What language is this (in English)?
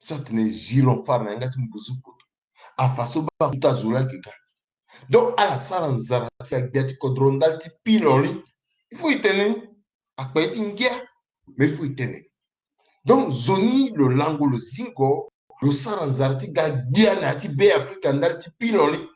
Sango